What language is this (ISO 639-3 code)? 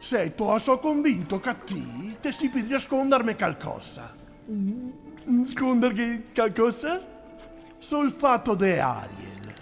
vec